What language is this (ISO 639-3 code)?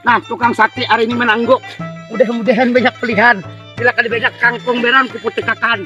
bjn